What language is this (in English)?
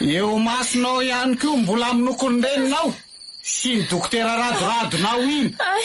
Malagasy